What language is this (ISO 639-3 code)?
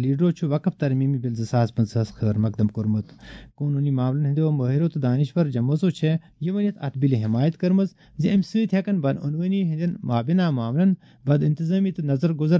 kas